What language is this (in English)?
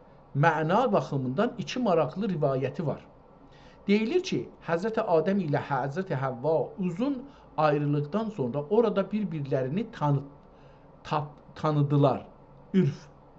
South Azerbaijani